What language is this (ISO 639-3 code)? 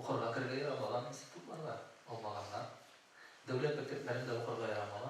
tat